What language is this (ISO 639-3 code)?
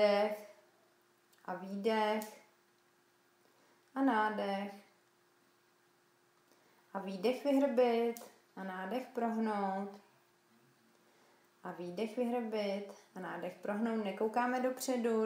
ces